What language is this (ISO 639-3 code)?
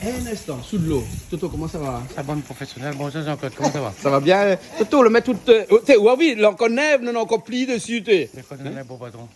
rcf